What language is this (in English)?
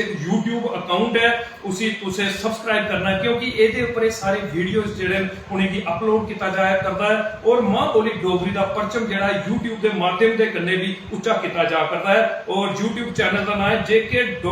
Dogri